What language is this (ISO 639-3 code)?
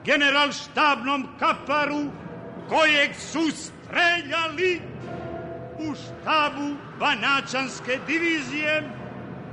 srp